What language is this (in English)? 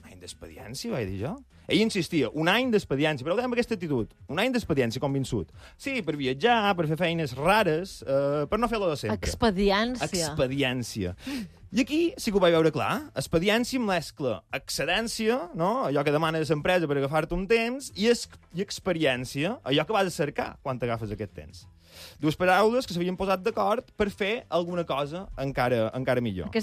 Catalan